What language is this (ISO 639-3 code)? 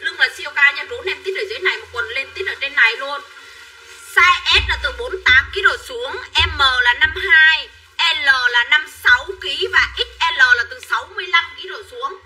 vie